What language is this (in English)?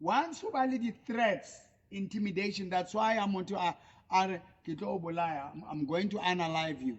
Southern Sotho